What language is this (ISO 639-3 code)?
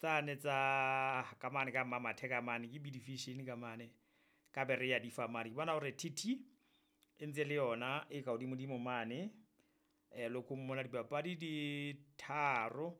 sot